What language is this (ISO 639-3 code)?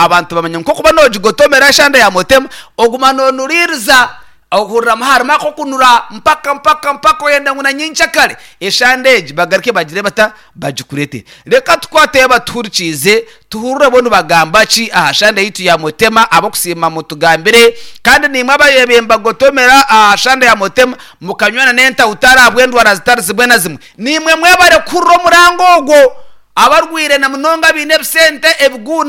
nyn